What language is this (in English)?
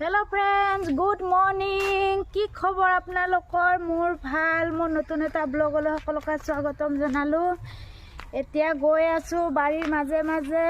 Assamese